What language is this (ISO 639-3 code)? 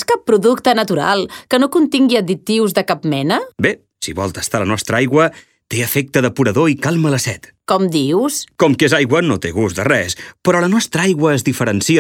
cat